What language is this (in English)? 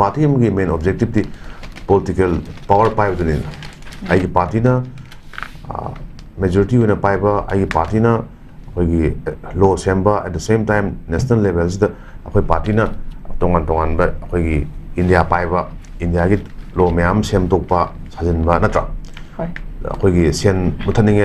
Manipuri